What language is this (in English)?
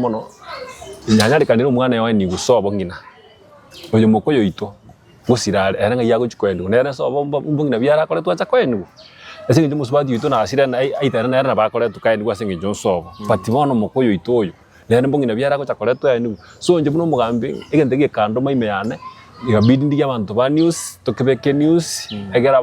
Gusii